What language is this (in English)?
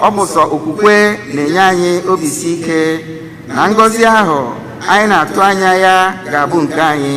Igbo